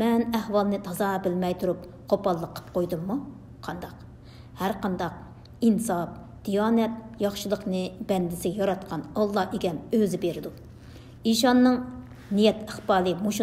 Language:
Uyghur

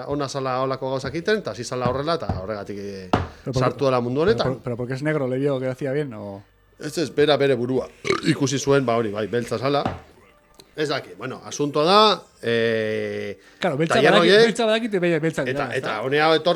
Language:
Basque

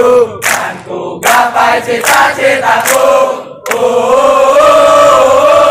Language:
Indonesian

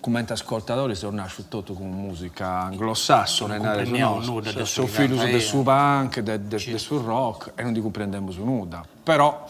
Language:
Sardinian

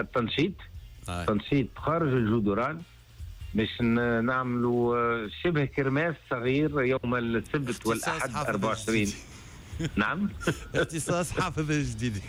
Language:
Tunisian Arabic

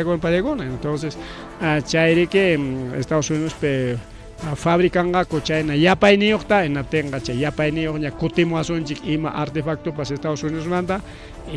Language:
Ayacucho Quechua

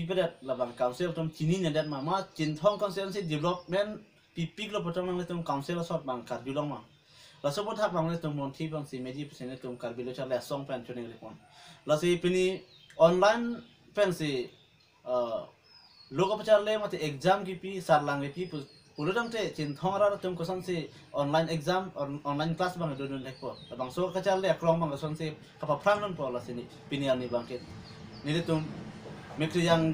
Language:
Karbi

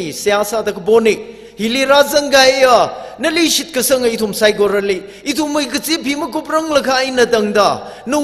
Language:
Tangkhul Naga (India)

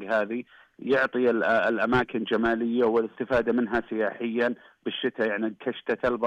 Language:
Najdi Arabic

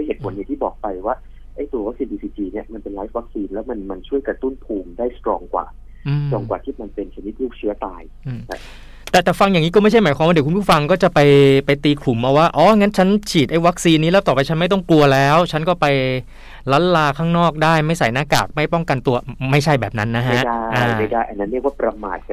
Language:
Thai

